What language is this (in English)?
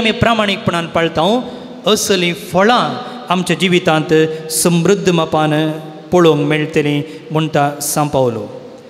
Konkani